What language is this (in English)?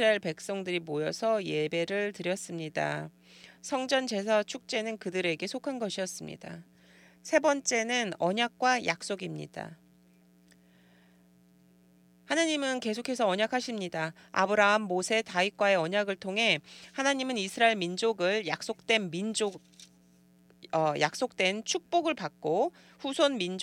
Korean